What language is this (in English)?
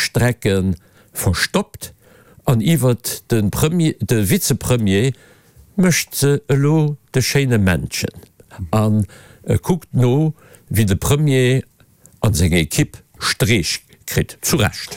Luxembourgish